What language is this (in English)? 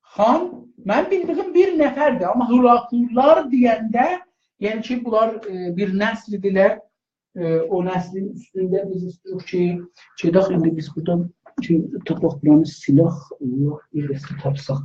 South Azerbaijani